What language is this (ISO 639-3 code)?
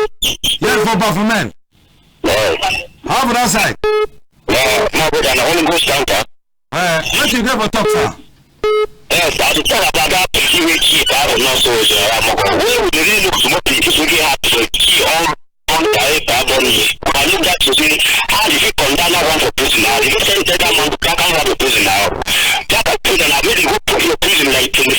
wes